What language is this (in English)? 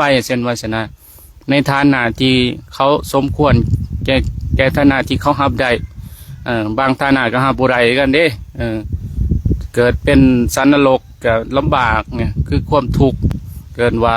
Lao